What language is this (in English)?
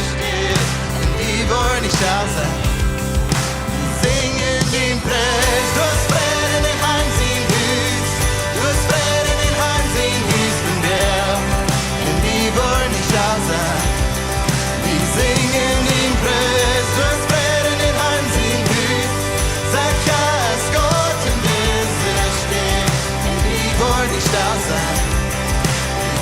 Plautdietsch